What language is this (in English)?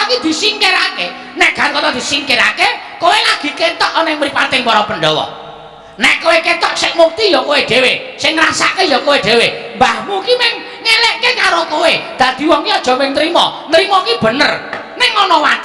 Javanese